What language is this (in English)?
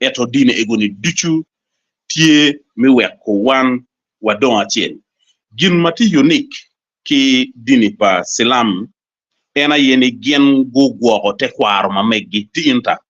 Acoli